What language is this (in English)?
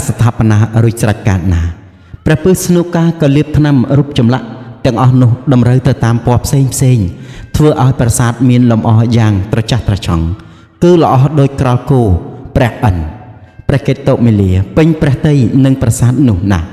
Khmer